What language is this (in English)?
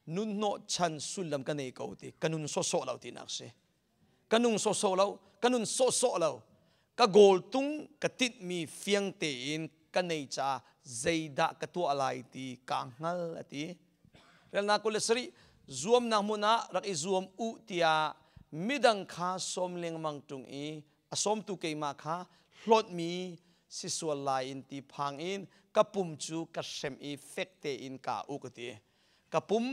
Hakha Chin